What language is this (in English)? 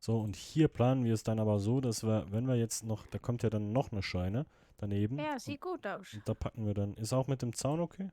Swiss German